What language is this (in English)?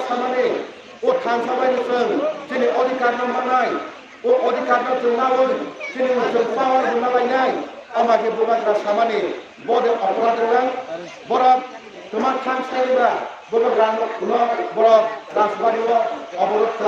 Kok Borok